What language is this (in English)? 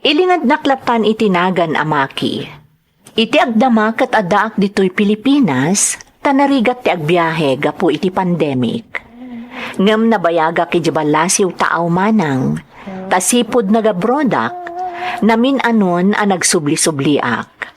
Iloko